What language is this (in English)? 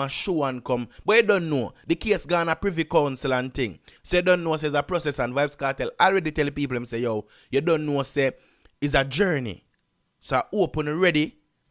Jamaican Creole English